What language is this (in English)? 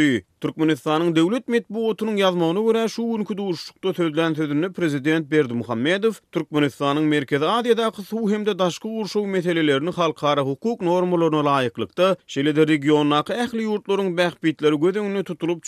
Turkmen